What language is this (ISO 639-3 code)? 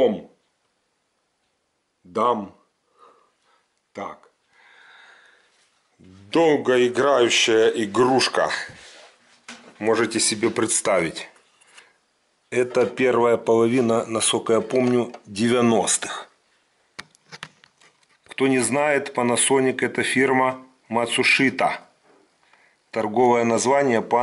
rus